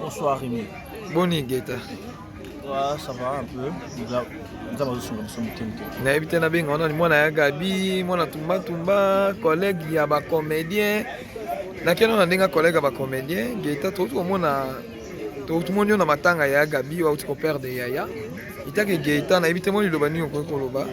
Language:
Lingala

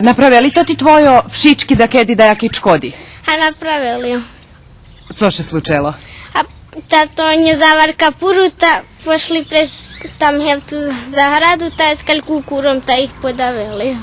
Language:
Rusyn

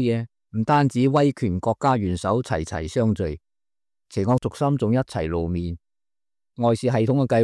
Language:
Cantonese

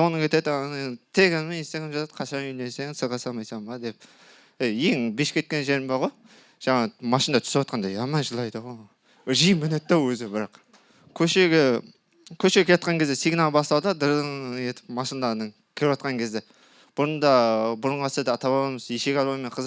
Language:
Kara-Kalpak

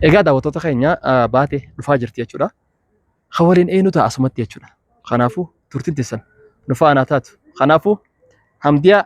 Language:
Oromo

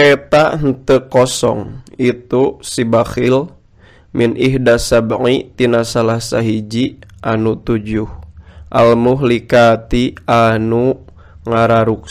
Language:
Sundanese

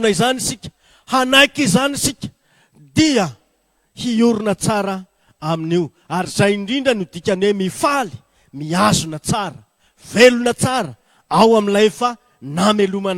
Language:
Malagasy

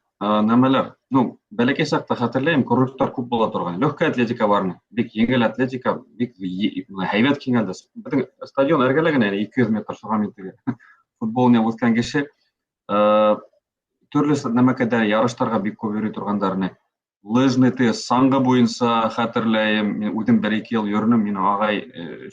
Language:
Bashkir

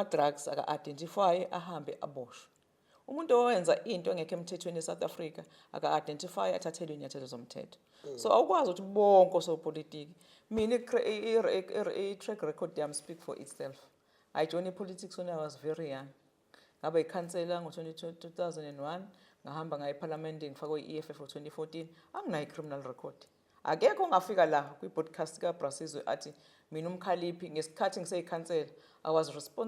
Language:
Zulu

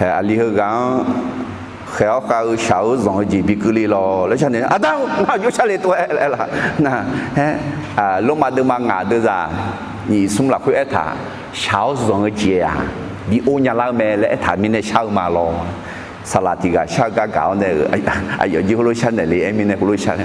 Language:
Akha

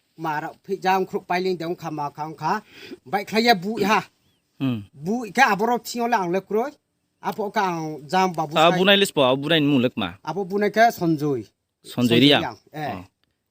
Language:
Riang (India)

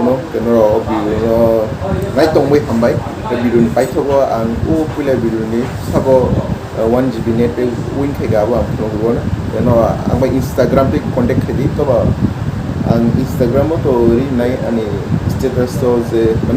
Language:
Kok Borok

